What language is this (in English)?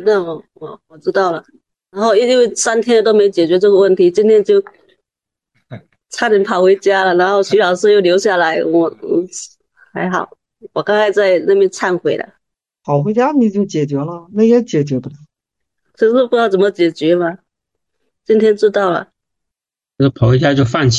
Chinese